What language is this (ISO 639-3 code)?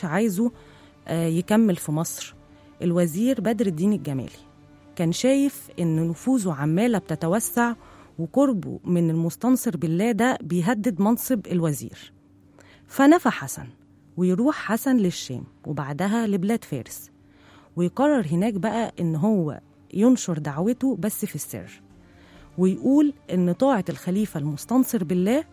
arz